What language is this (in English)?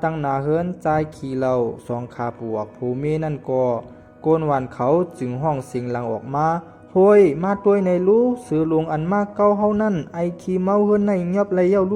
Shan